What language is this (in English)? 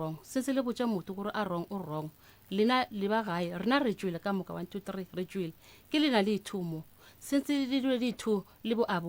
Northern Sotho